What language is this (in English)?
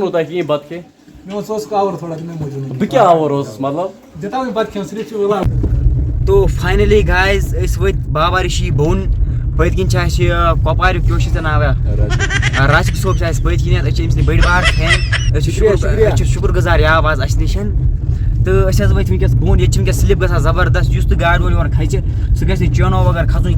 Kashmiri